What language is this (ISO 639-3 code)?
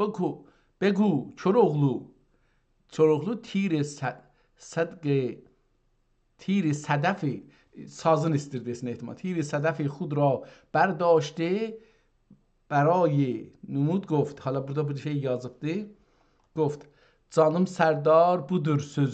azb